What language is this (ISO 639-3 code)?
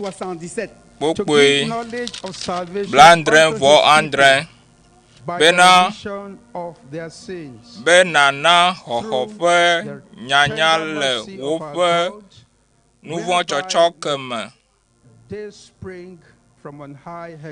ewe